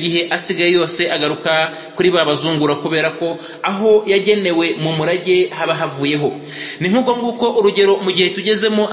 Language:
Kinyarwanda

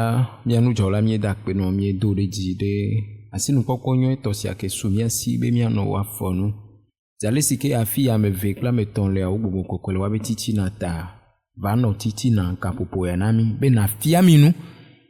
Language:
Ewe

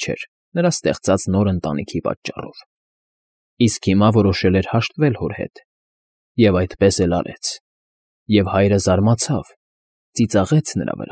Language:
Armenian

